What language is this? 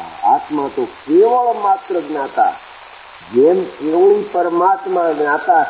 Gujarati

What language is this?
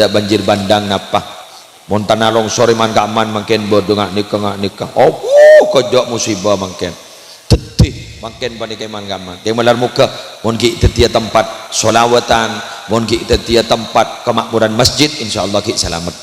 Madurese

